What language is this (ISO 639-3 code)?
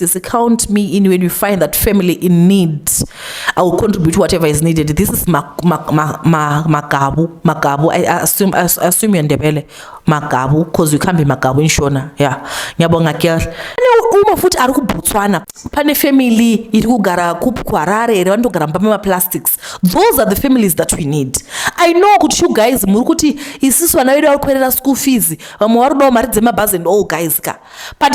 sna